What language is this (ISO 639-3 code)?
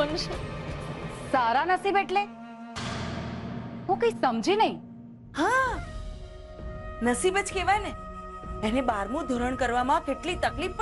guj